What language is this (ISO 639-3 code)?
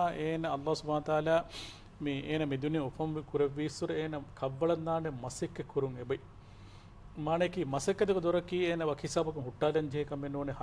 div